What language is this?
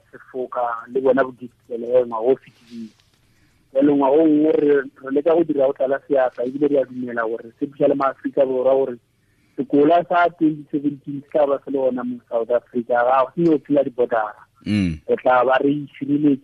Tswana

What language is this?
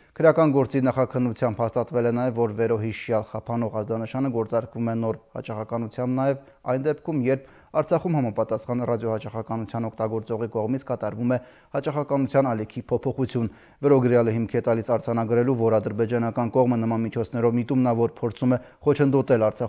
Armenian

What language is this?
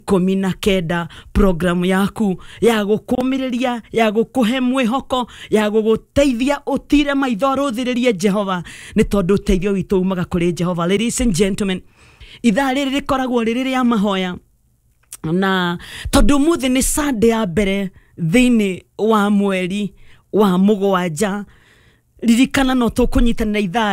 Kikuyu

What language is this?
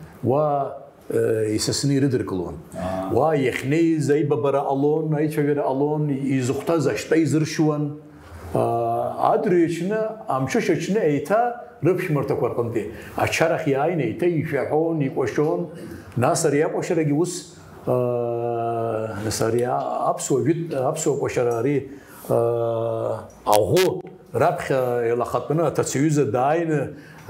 Abkhazian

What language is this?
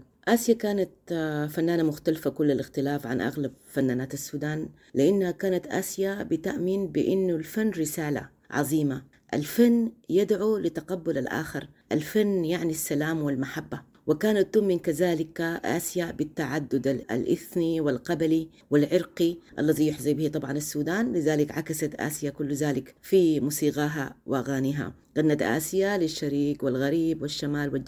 Sudanese Arabic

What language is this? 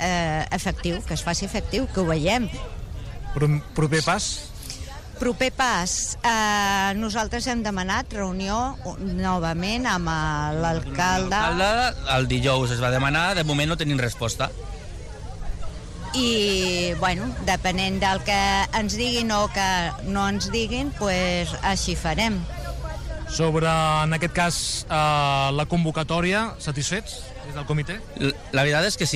Catalan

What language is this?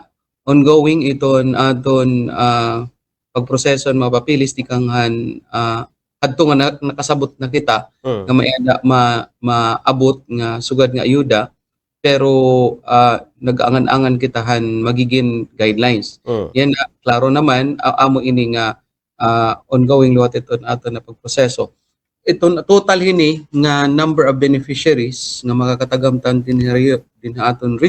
Waray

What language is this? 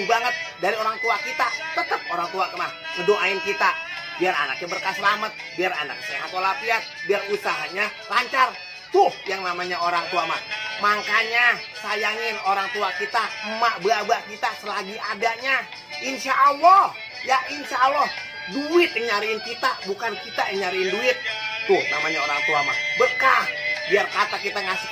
Betawi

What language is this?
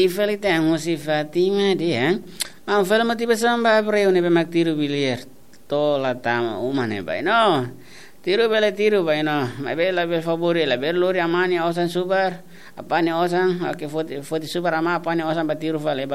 Tetum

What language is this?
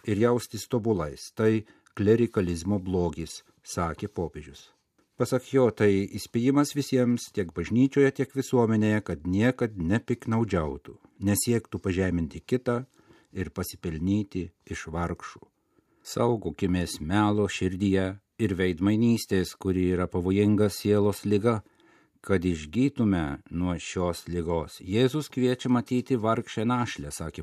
Lithuanian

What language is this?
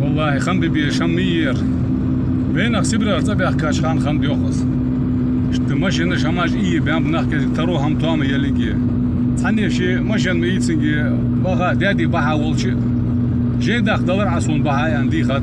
Ingush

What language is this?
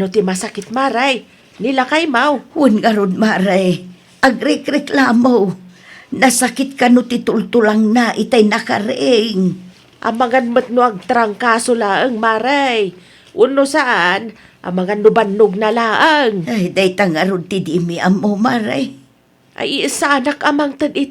Iloko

